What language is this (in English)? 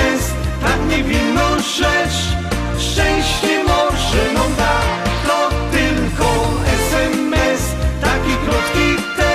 Silesian